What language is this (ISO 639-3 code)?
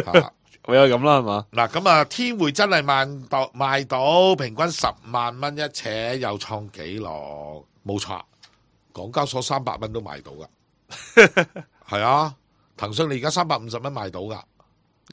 yue